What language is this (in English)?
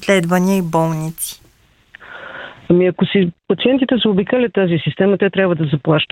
Bulgarian